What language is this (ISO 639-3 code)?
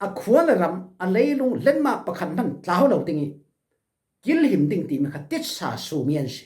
cfm